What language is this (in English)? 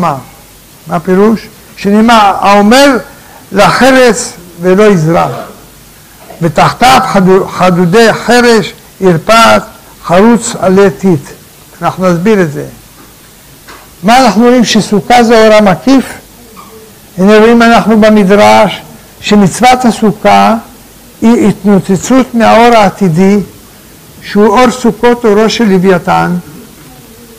Hebrew